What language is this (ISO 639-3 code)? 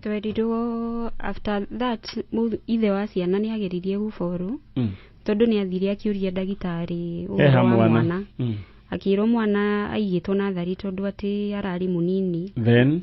kik